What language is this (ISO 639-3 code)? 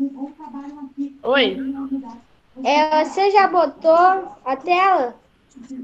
por